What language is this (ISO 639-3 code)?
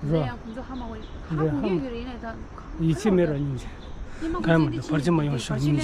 bod